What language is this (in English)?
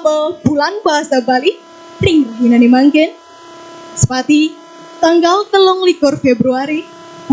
Balinese